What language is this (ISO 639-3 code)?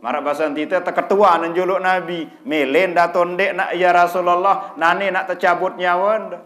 sas